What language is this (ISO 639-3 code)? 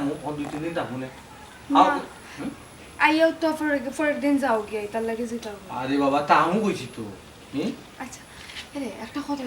syl